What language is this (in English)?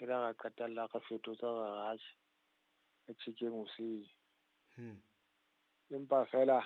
Southern Sotho